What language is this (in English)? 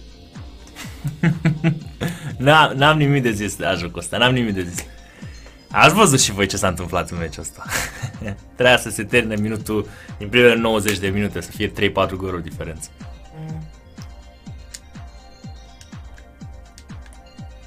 Romanian